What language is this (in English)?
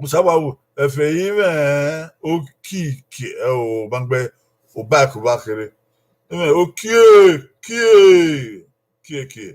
Bini